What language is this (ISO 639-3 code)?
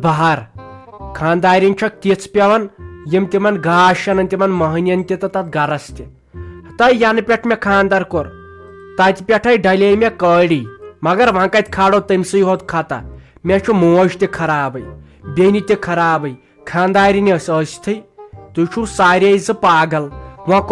kas